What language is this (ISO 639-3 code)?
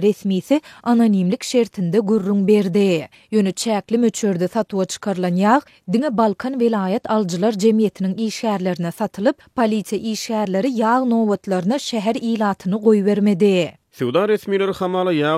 tuk